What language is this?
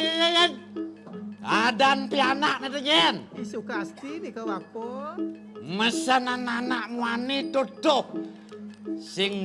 Balinese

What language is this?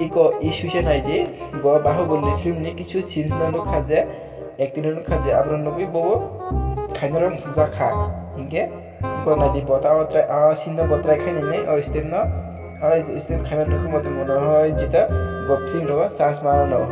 Kok Borok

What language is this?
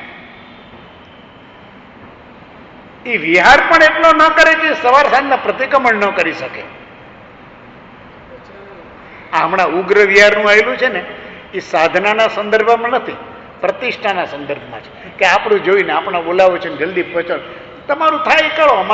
Gujarati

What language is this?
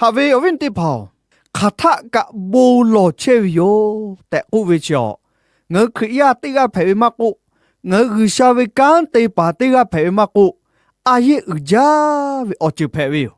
Lahu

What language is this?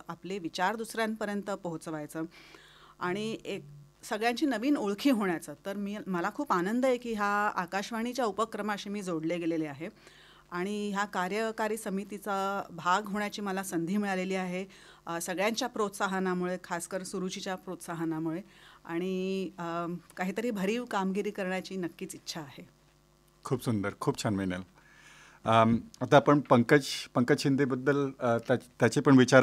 Marathi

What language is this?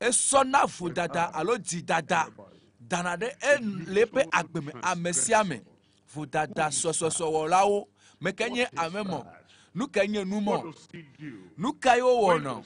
Ewe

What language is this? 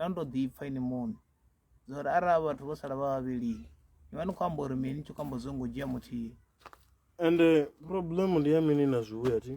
Venda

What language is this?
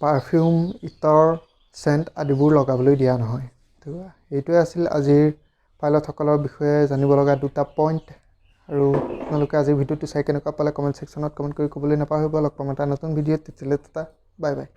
Assamese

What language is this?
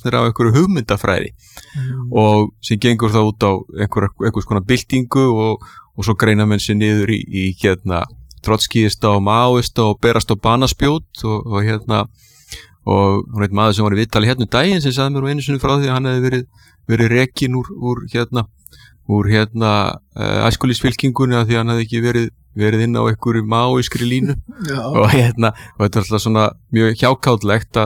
Icelandic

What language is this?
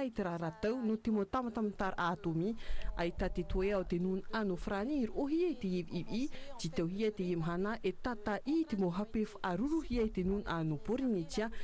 Tahitian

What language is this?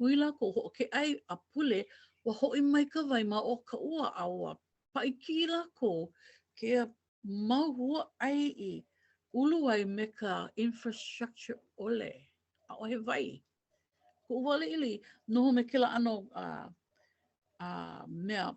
Hawaiian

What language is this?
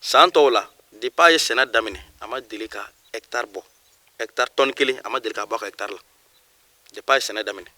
Bambara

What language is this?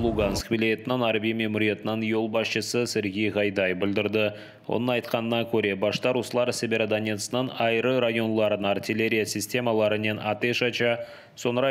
Crimean Tatar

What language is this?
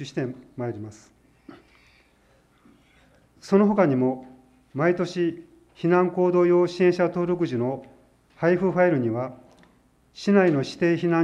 Japanese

